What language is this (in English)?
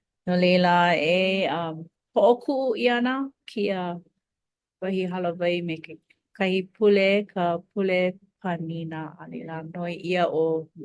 Hawaiian